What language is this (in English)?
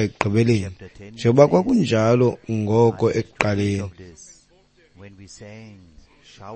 Xhosa